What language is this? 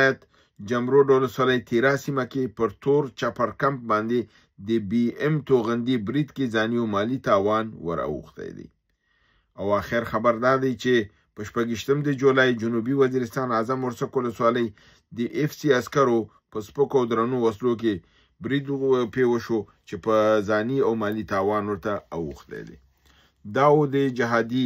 Pashto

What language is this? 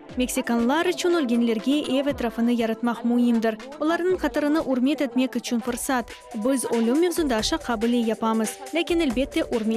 Crimean Tatar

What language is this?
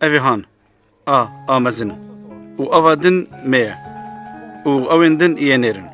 Kurdish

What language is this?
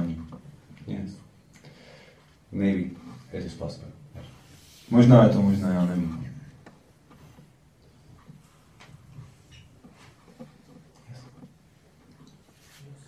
Czech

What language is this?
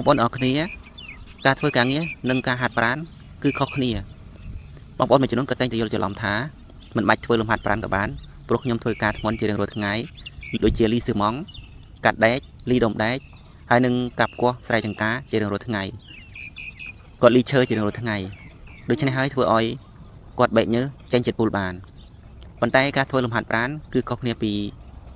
Khmer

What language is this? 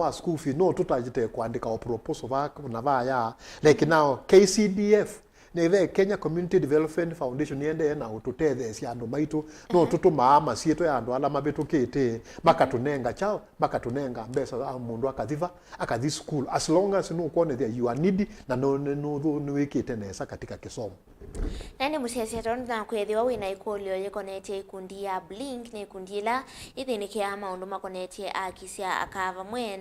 Kamba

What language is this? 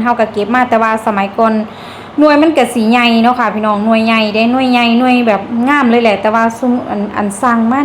Northeastern Thai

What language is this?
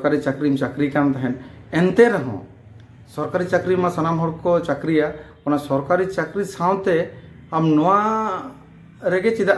Santali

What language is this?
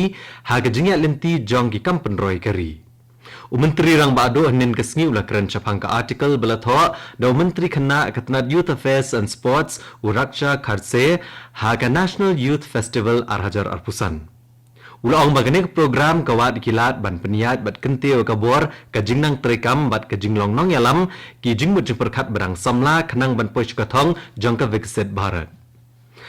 Khasi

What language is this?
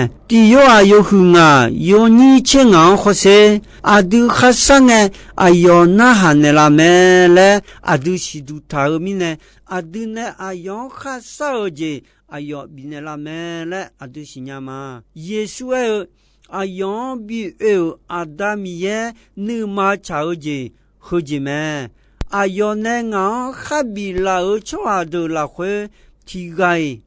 Akha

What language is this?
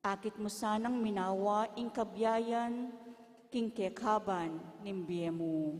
Pampanga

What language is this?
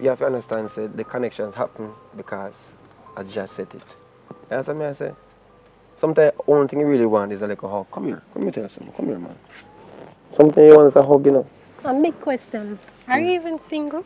Jamaican Creole English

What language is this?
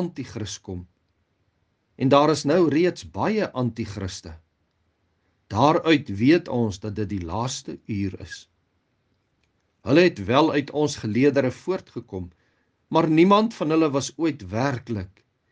Afrikaans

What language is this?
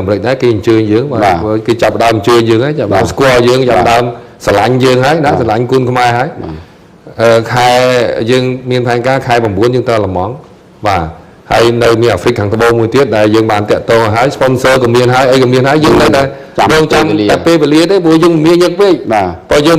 Khmer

